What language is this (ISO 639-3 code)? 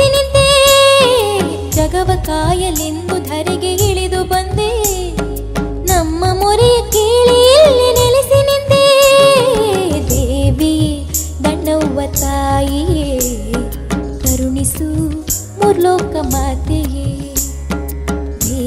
kan